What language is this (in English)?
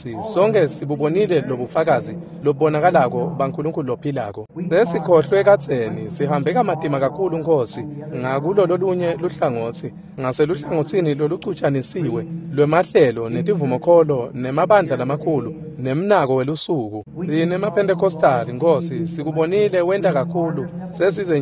Swati